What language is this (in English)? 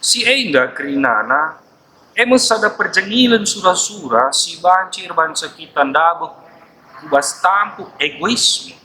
Batak Karo